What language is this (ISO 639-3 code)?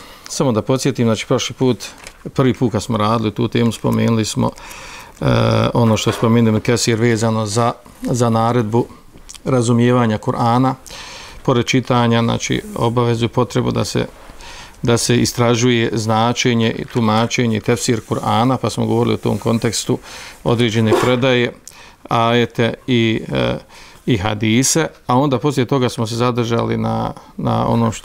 bos